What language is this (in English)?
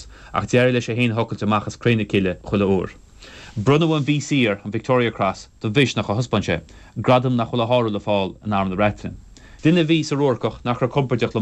Irish